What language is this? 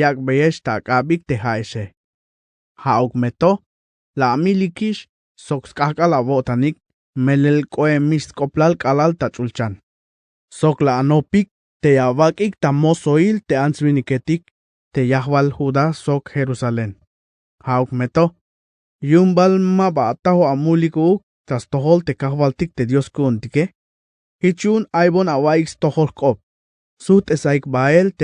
Tzeltal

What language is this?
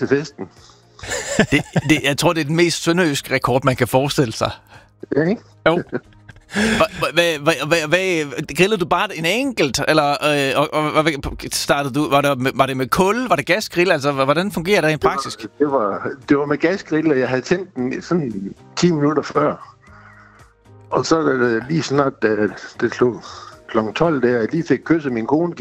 Danish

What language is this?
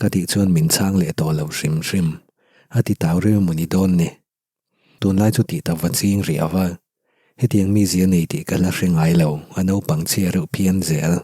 Mizo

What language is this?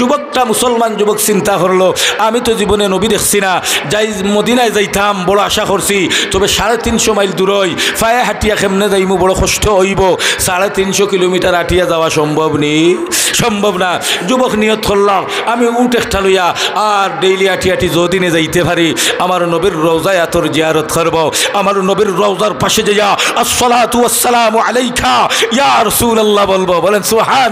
Sylheti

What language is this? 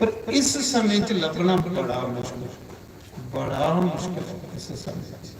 Dogri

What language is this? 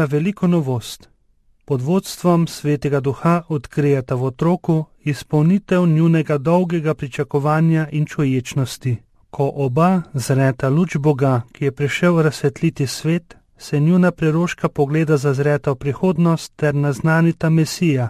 Slovenian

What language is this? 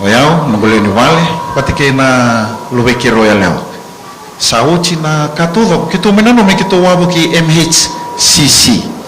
Fijian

